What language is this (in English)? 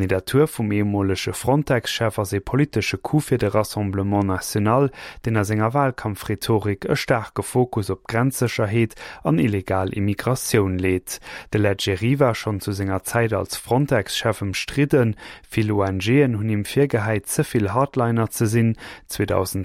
Luxembourgish